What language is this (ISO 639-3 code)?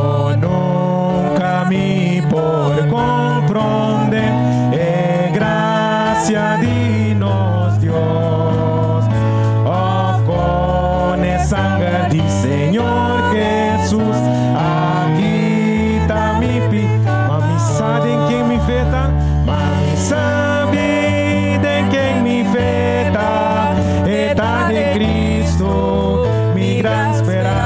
pap